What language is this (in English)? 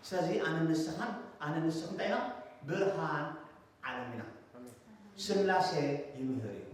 Tigrinya